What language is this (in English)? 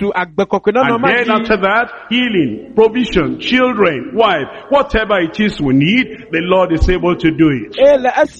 Ewe